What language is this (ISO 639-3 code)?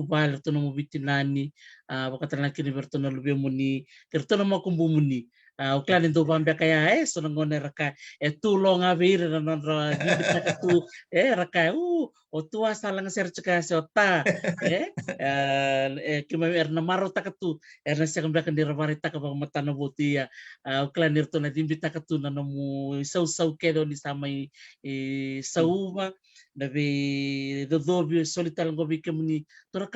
fij